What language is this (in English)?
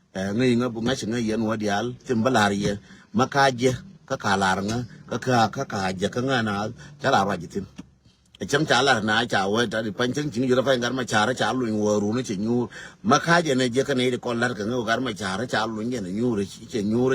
Nuer